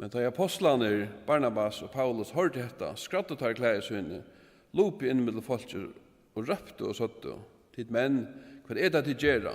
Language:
Faroese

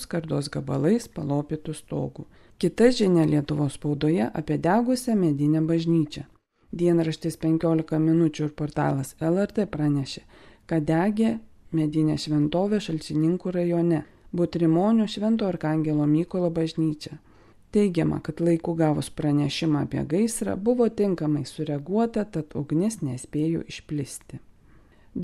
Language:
Lithuanian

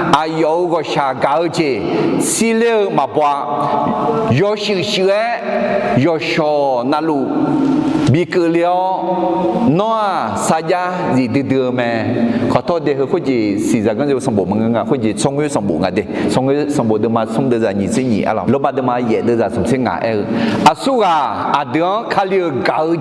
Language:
Akha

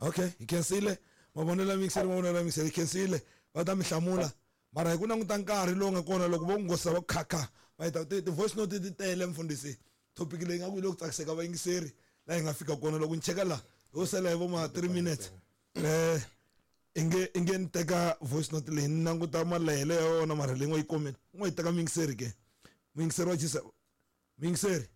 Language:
Tsonga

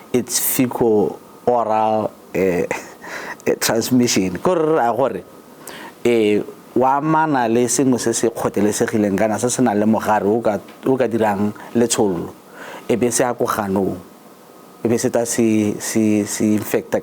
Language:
Tswana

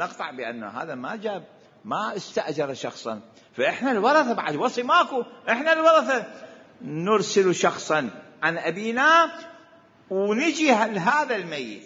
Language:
Mesopotamian Arabic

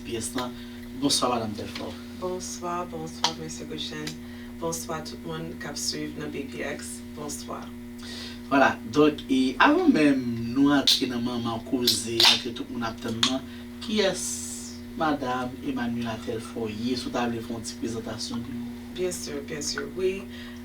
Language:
Haitian Creole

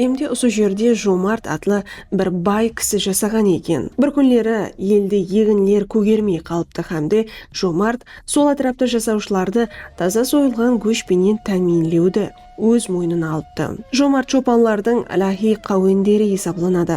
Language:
Kara-Kalpak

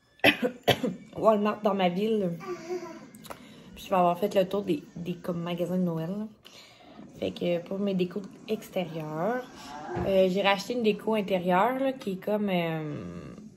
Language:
French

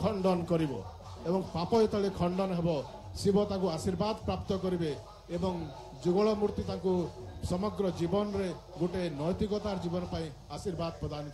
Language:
Odia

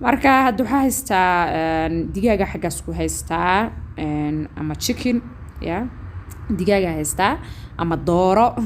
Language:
Somali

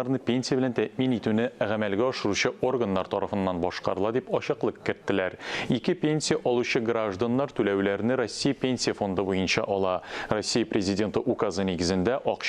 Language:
Tatar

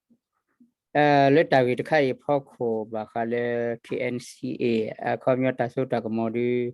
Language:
S'gaw Karen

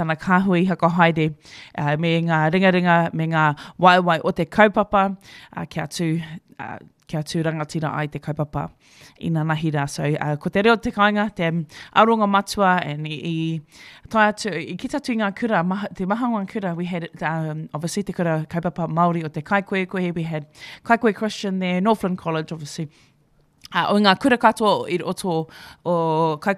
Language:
Māori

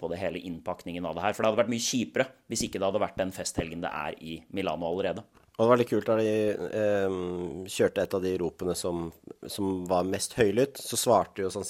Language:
Norwegian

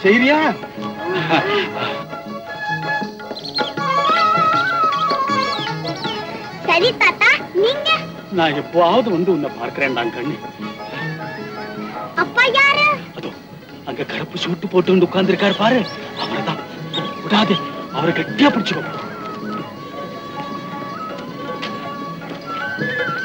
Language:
Tamil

